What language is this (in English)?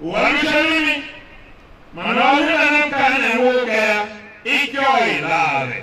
Tiv